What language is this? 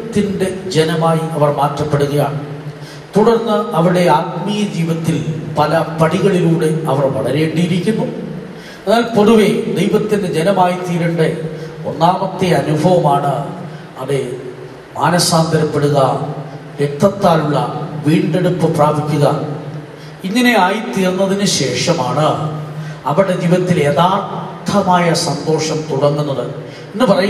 Malayalam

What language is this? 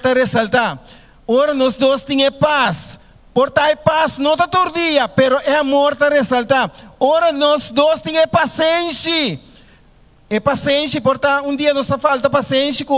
Papiamento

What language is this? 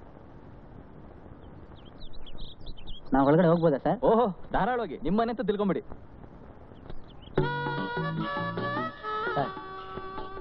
Kannada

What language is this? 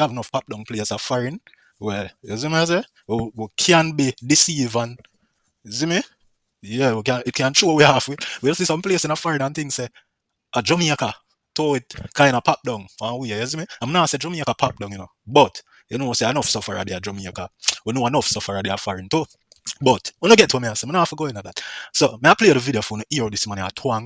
Jamaican Creole English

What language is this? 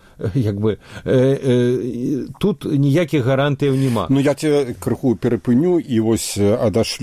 Belarusian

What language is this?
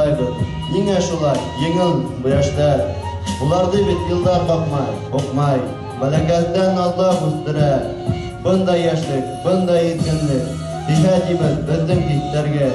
Bashkir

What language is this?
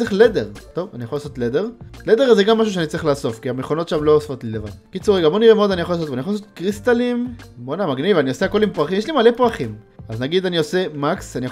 Hebrew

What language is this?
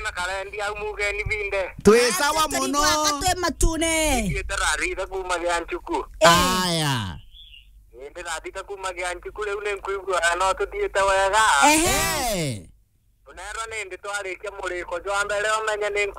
Meru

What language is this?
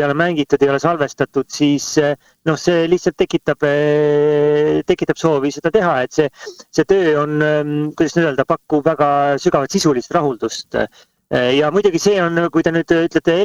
Estonian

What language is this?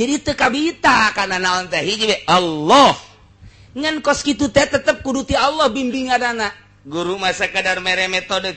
Sundanese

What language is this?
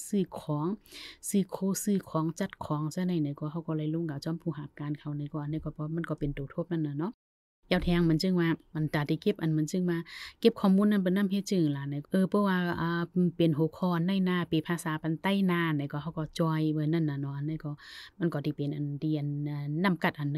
Shan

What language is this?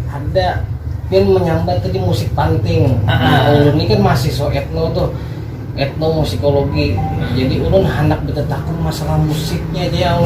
Banjar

